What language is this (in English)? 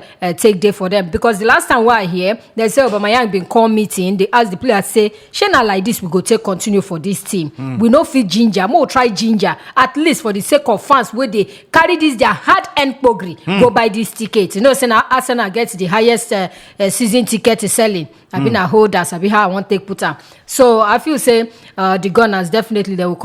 Nigerian Pidgin